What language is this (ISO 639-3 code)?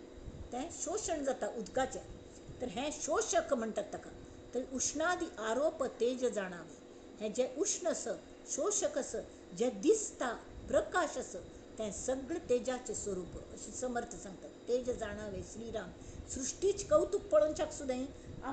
kok